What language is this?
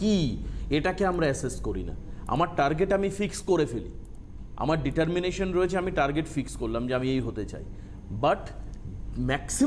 Bangla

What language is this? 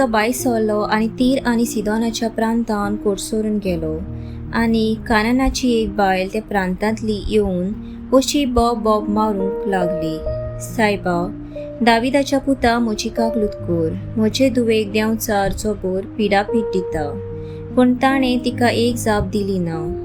Konkani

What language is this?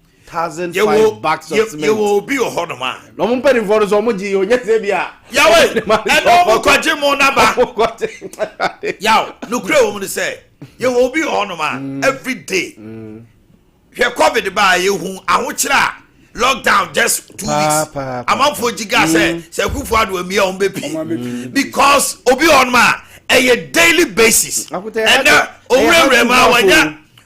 Akan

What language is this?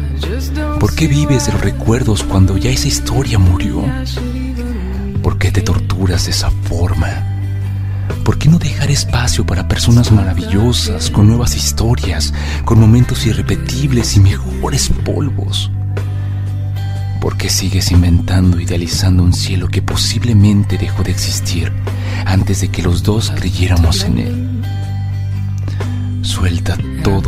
Spanish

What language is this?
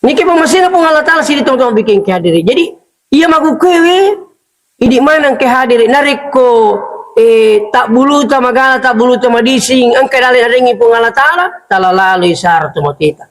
Buginese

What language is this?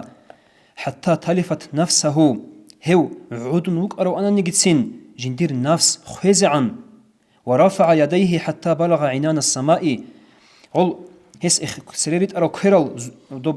Avaric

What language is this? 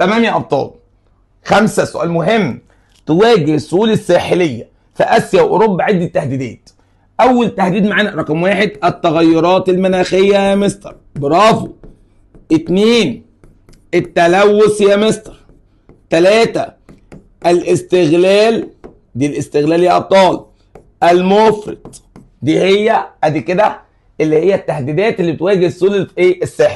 Egyptian Arabic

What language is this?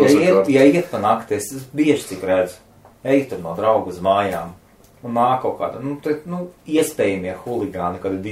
Latvian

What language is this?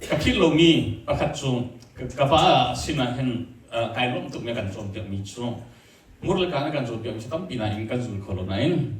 Hakha Chin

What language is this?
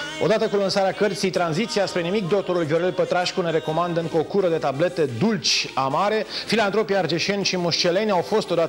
Romanian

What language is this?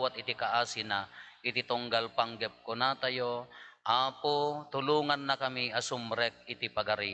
Iloko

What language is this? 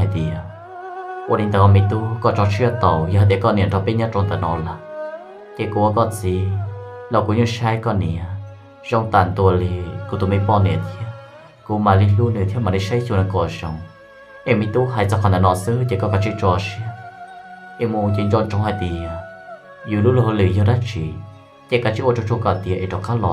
Hmong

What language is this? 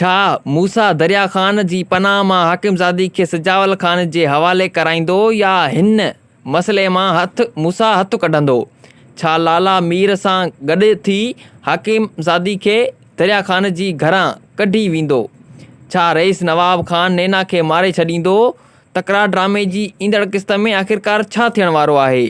Sindhi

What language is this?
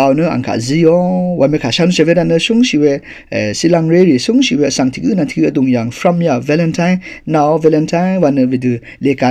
Rawang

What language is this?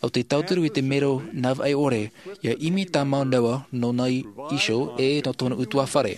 Tahitian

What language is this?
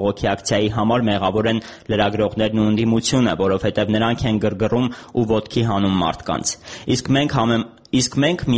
Armenian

